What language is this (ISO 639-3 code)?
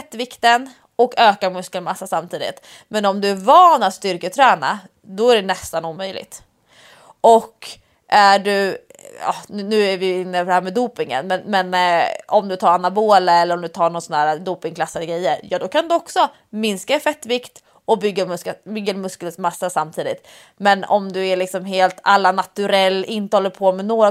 swe